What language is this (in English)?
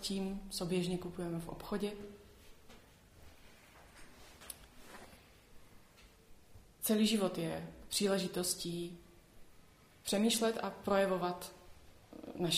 Czech